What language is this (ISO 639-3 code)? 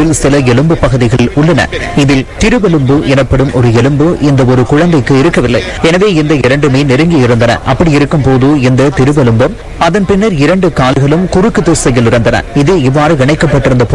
tam